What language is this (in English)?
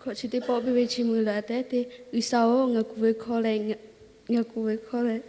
Lahu